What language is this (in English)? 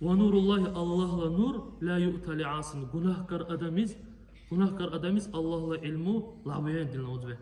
Dargwa